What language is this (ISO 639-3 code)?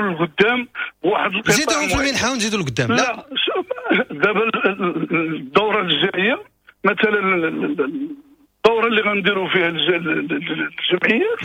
ary